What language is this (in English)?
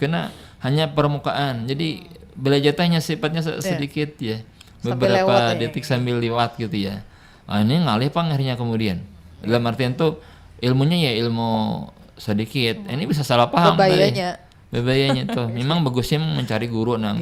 Banjar